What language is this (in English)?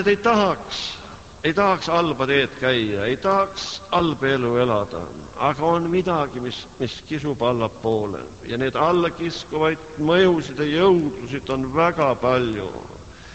Estonian